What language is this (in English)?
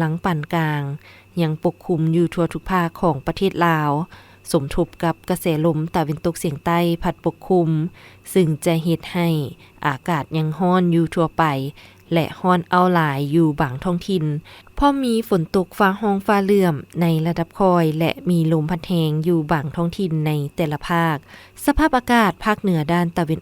Lao